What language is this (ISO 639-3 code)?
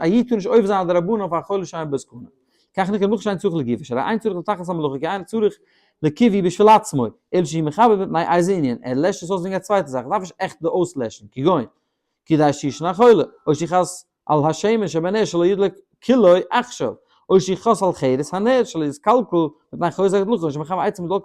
yid